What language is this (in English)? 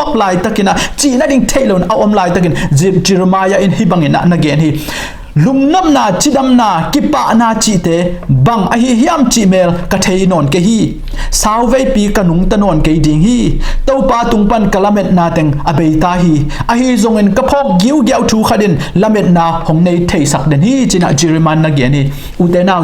Tedim Chin